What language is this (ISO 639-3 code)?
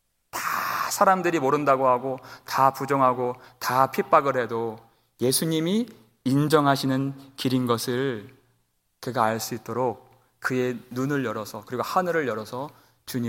kor